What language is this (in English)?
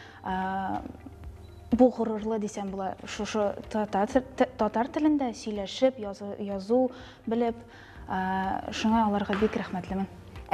Tatar